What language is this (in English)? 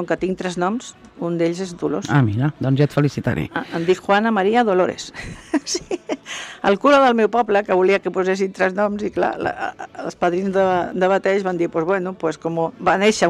Catalan